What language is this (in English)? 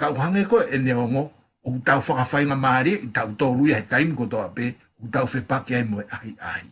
Tongan